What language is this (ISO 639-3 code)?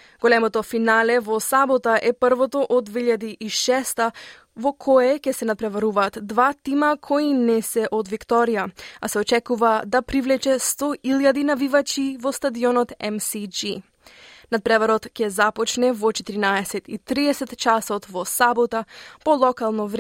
mkd